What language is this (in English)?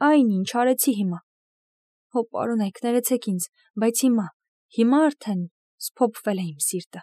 Armenian